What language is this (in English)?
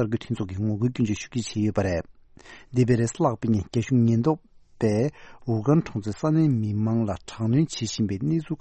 Tibetan